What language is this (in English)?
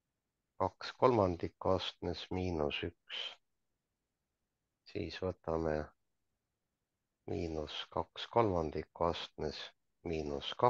Estonian